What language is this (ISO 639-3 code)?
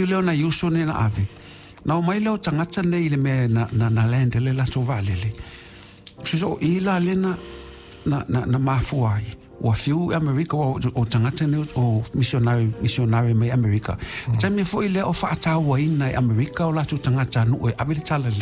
smo